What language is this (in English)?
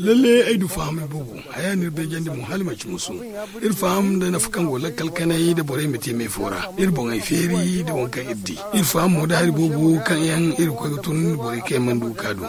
Zarma